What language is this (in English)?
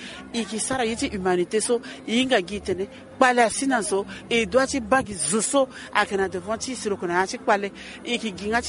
Sango